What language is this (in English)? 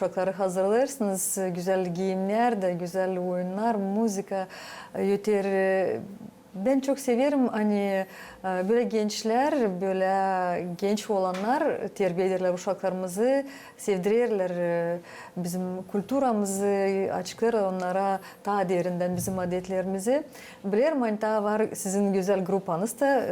Gagauz